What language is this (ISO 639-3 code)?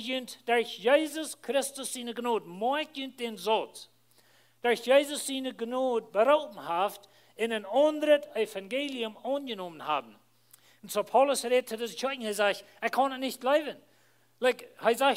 pdt